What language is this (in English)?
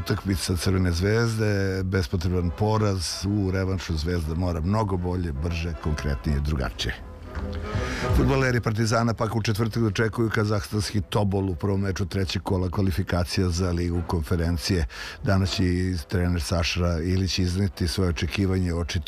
Serbian